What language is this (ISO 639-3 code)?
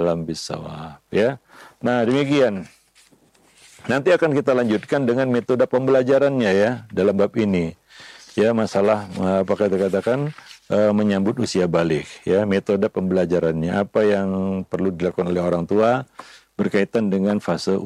ind